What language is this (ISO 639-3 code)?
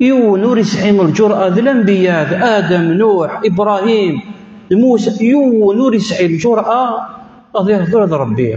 kab